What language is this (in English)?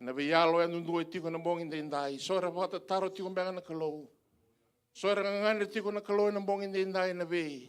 Fijian